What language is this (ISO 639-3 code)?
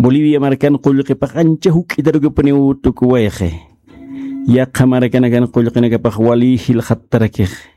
aym